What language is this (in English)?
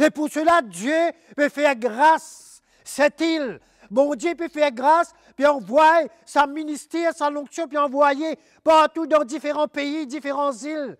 Morisyen